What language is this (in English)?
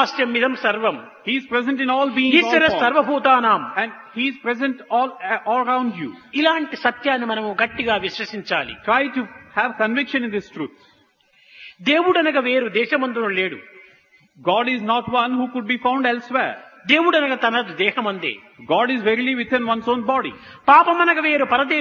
Telugu